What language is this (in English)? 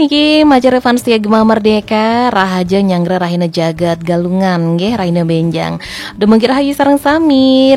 Balinese